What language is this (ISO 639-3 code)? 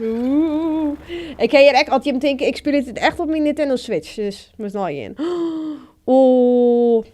fry